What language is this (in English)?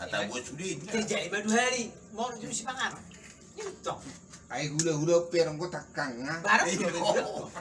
Batak Toba